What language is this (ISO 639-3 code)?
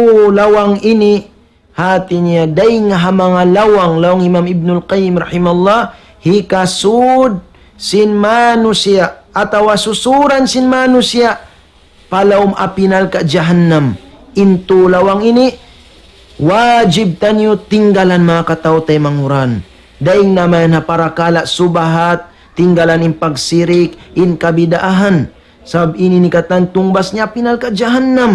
tsg